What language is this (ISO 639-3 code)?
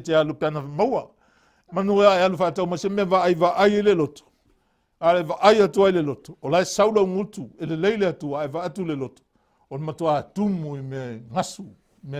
smo